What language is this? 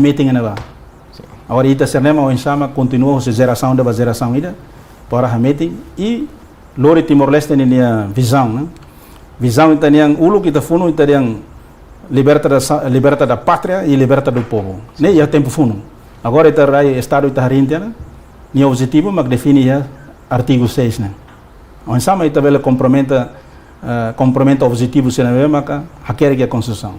Tetum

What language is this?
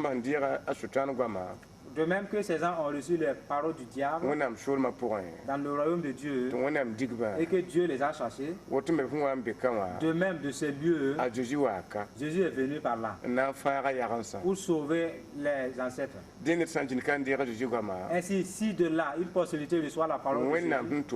Mossi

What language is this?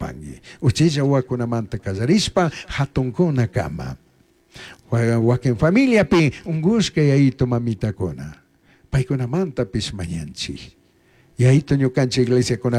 Chimborazo Highland Quichua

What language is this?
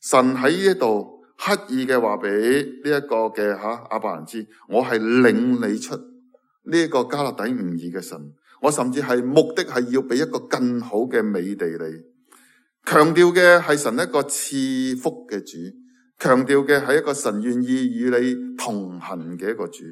Cantonese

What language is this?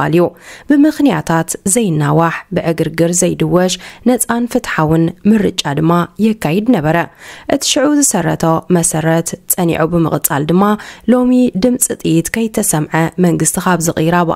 Tigrinya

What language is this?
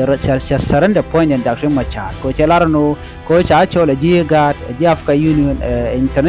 Nuer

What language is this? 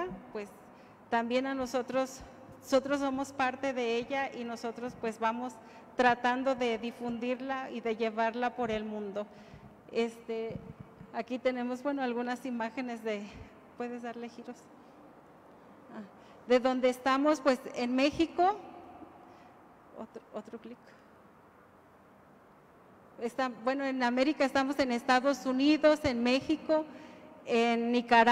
Spanish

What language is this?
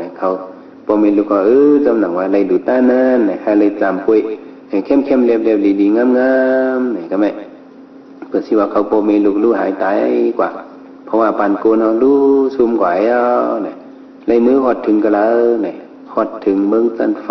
Shan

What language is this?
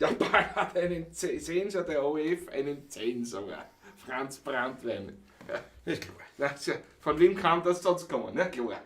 Bavarian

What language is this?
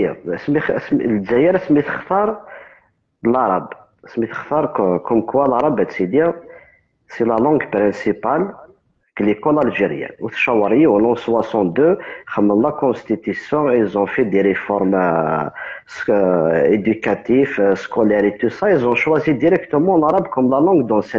Kabyle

